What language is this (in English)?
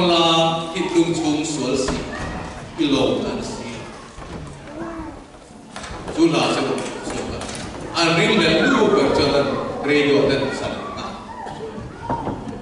Vietnamese